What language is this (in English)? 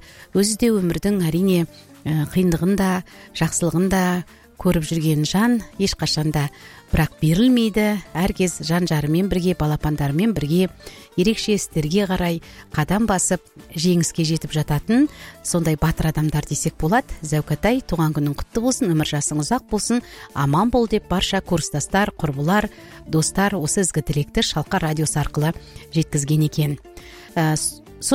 Kazakh